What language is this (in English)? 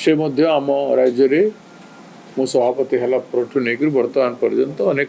Odia